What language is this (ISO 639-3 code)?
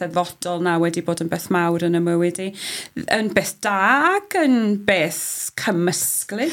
cym